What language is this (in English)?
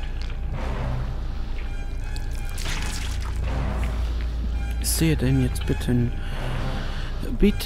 German